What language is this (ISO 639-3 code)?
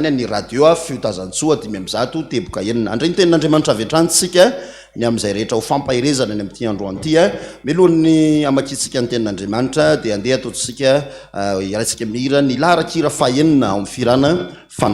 mlg